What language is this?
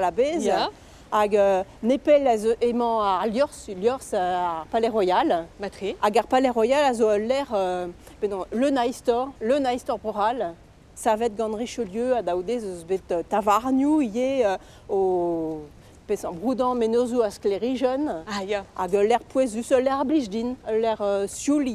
Breton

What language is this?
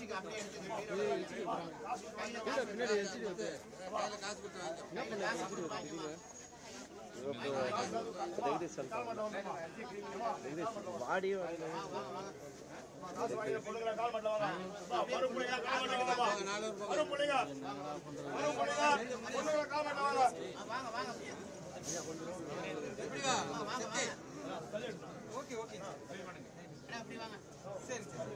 Tamil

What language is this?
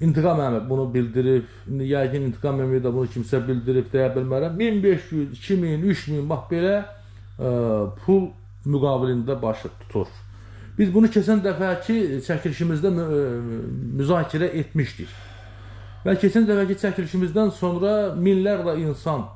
Azerbaijani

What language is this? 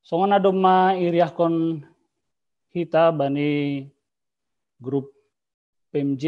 Batak Simalungun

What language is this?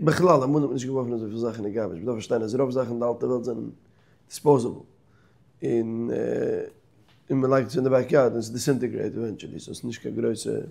Yiddish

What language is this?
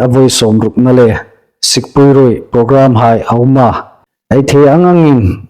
Hmar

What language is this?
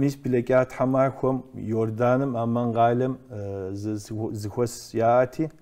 Kabardian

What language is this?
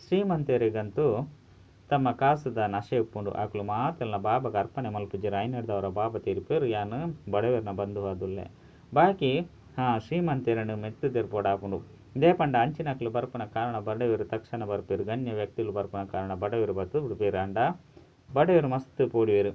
Tulu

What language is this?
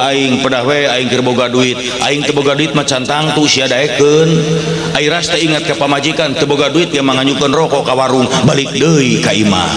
Sundanese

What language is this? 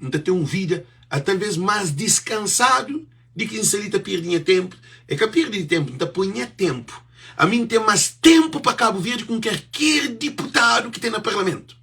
Kabuverdianu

